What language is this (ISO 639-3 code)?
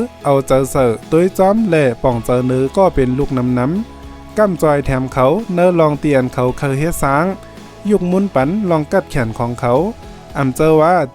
shn